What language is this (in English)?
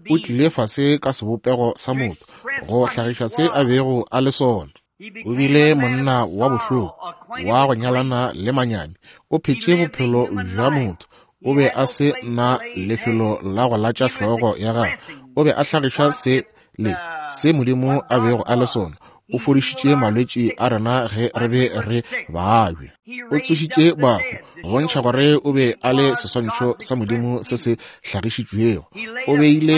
Northern Sotho